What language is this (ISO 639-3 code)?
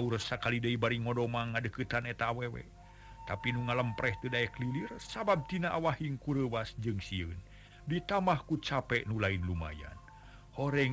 sun